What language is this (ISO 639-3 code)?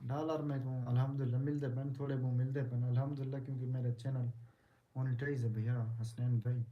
skr